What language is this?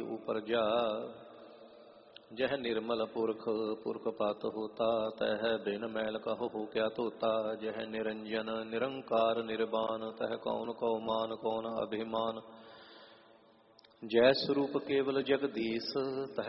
Punjabi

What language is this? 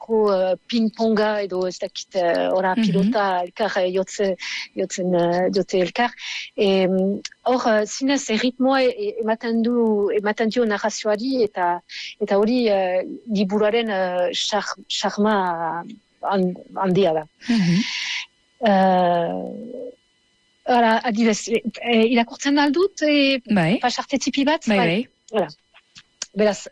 Basque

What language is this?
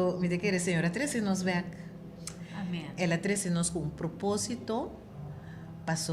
Papiamento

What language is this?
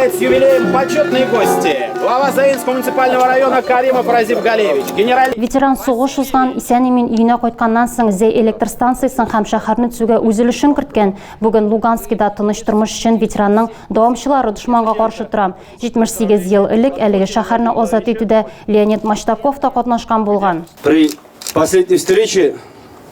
Tatar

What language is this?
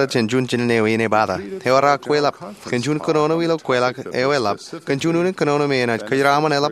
Marshallese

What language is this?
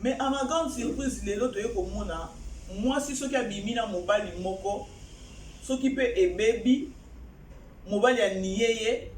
Lingala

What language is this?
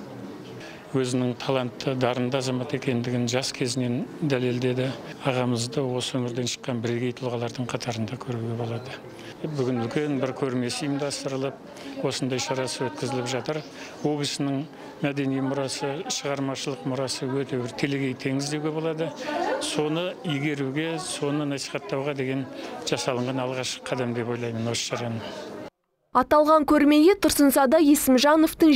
Kazakh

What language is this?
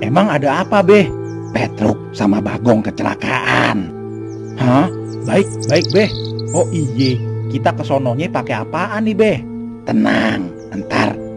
Betawi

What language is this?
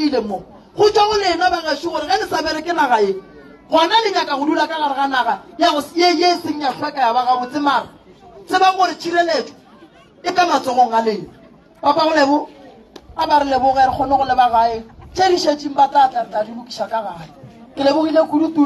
Northern Sotho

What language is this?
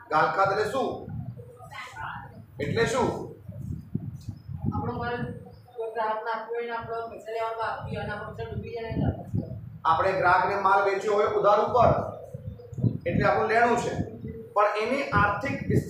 Gujarati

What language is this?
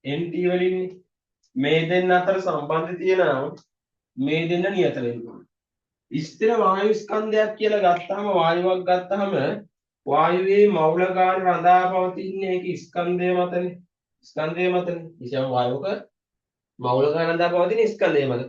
Sinhala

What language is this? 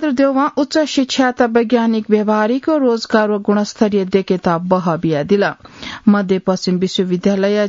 Newari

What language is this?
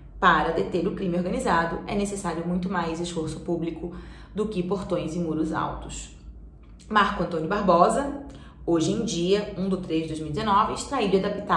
Portuguese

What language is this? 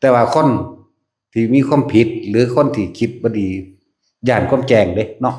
Northeastern Thai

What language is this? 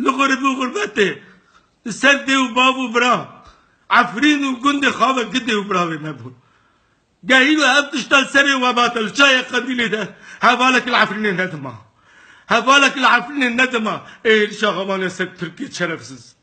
Kurdish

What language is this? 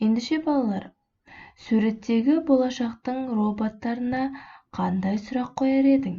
Kazakh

